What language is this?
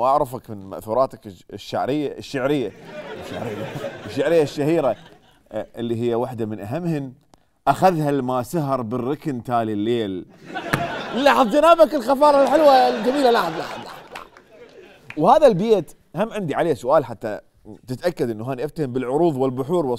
Mesopotamian Arabic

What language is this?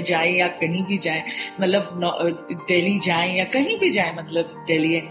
Hindi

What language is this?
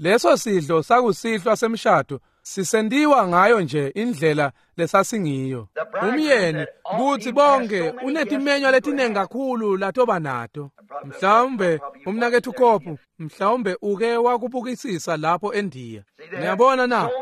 Swati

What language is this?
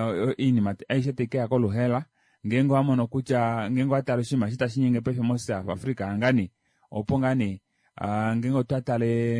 Kuanyama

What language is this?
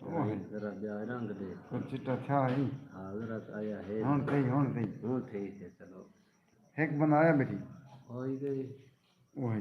Saraiki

